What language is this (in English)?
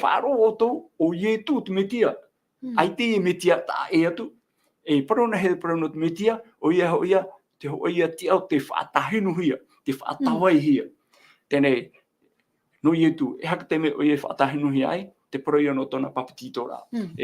Tahitian